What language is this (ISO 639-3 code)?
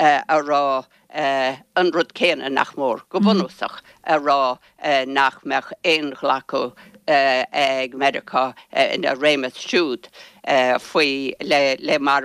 gle